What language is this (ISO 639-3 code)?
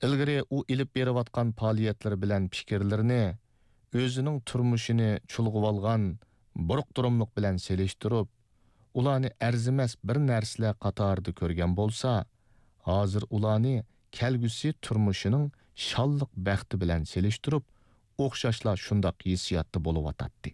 uig